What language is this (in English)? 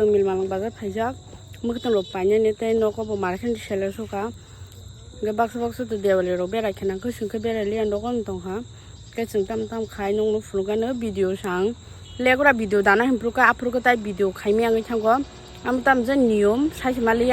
Kok Borok